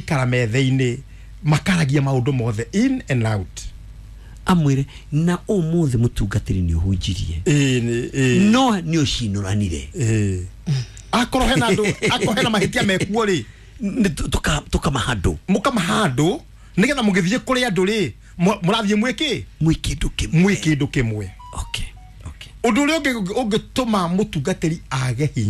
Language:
Kikuyu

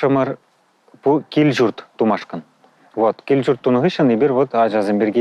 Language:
Chuvash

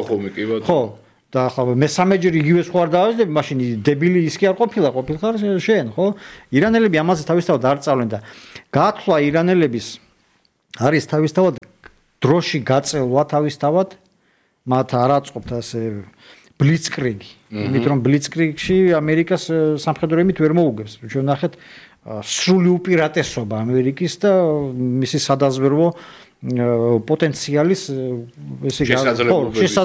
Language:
Georgian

